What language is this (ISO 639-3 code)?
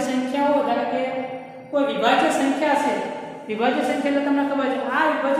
guj